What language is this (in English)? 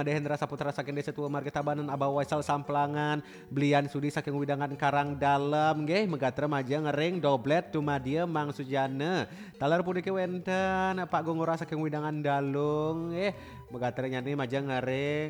Balinese